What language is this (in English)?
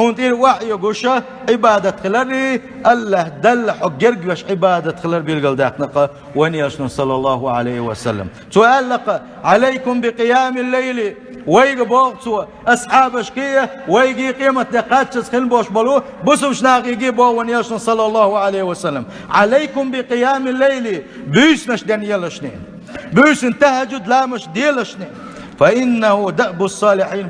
Chechen